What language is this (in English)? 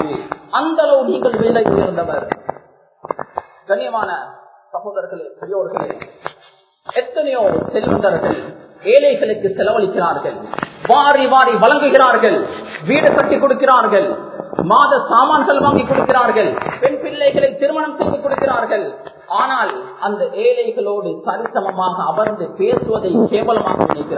Tamil